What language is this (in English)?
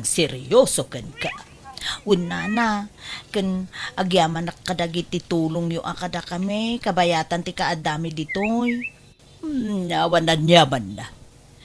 Iloko